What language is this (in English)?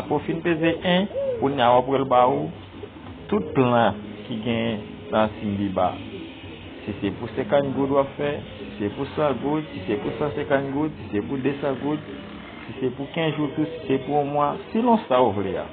Haitian Creole